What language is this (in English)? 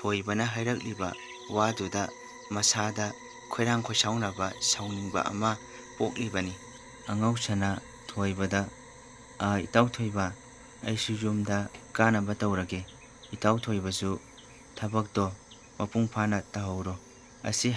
Manipuri